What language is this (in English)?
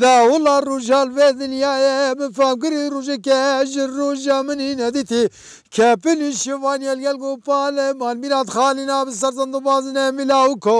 Kurdish